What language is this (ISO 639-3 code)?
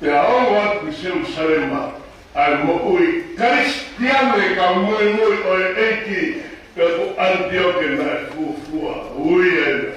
ton